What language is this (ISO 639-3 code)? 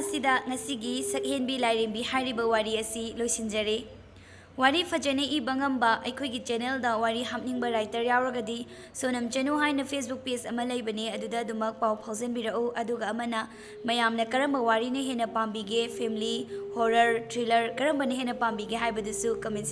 mni